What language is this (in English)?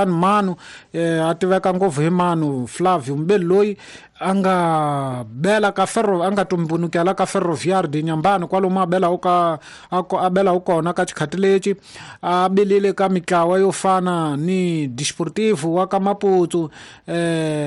Tsonga